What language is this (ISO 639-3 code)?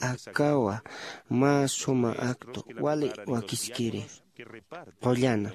aym